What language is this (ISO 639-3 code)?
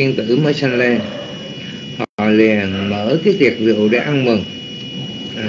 vie